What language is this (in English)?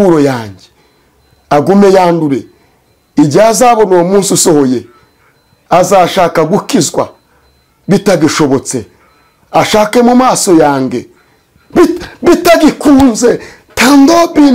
Kinyarwanda